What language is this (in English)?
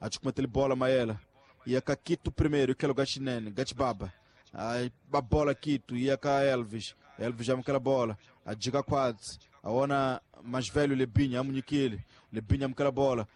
Tsonga